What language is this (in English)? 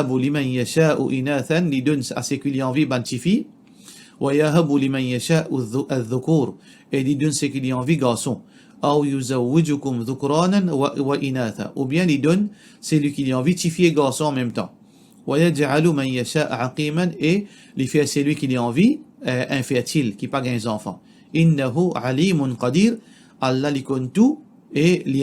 Morisyen